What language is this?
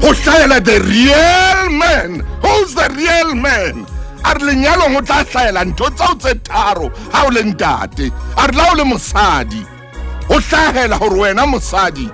Southern Sotho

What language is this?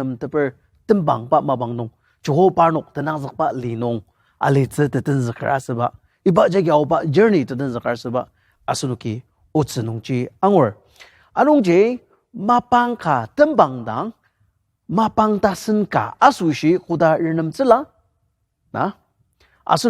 Ao Naga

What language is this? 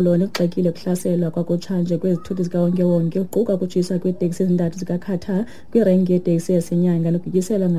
Xhosa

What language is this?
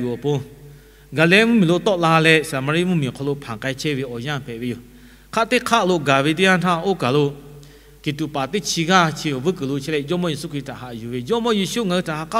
Lahu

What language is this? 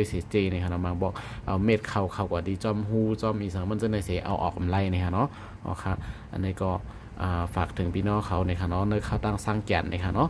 Shan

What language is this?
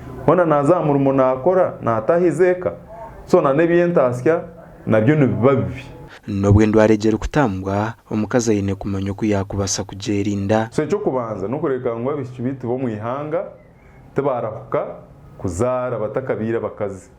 Nyankole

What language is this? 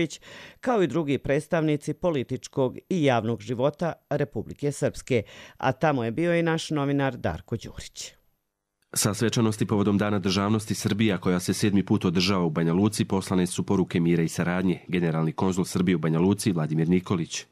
Bosnian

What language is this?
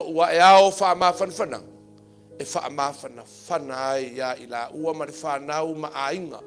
Samoan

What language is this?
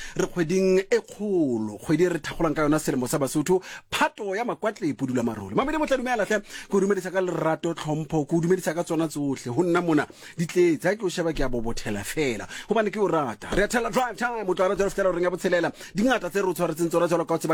Southern Sotho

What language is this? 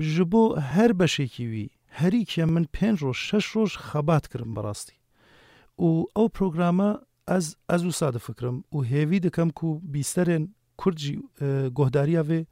Kurdish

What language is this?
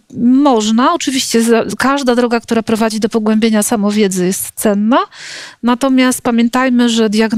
Polish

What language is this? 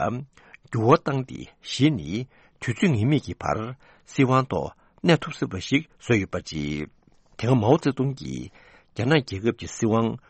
Tibetan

